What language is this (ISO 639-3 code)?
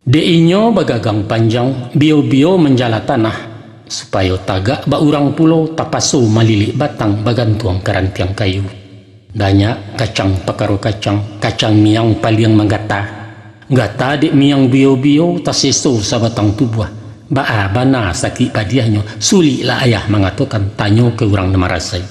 min